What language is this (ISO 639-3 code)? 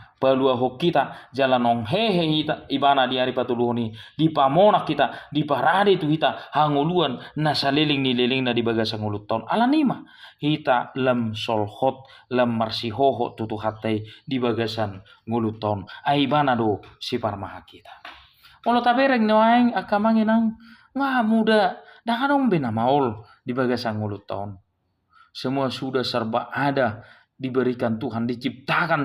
bbc